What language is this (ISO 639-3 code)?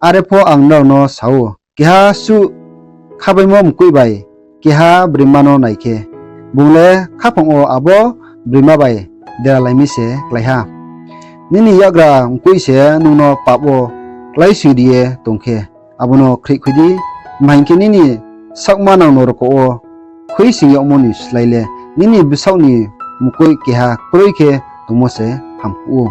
ria